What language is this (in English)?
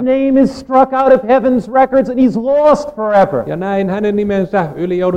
Finnish